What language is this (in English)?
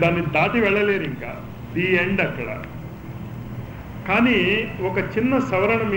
Telugu